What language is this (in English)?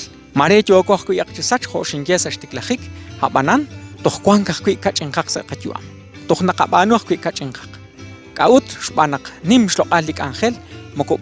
Kekchí